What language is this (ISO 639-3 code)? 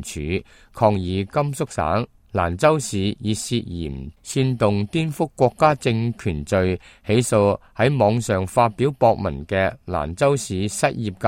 yue